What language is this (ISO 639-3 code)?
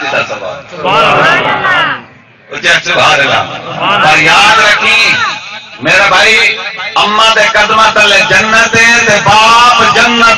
skr